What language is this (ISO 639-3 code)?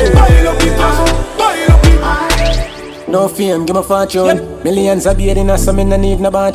jam